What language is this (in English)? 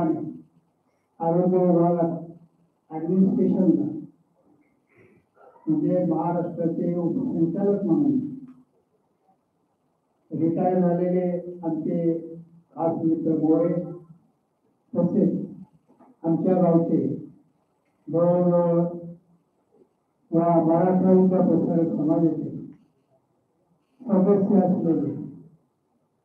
Marathi